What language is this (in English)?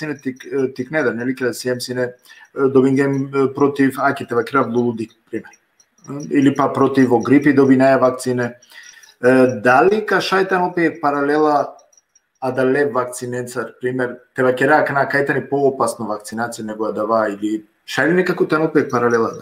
Balkan Romani